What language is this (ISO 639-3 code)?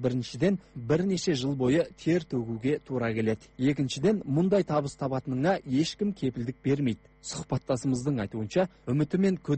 kaz